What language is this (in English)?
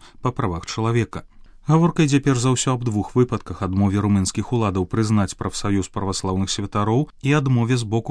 Belarusian